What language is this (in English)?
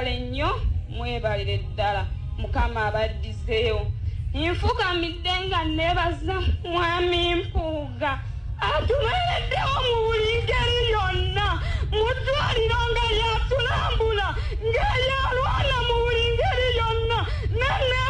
Ganda